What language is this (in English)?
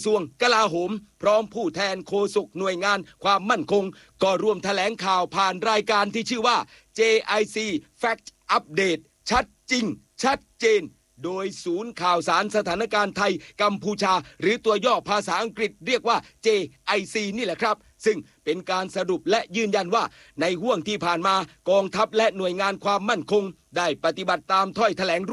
Thai